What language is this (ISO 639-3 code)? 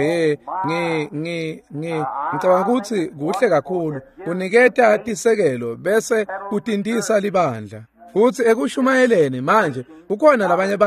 ssw